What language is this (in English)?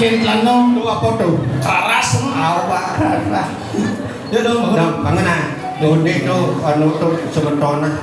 Balinese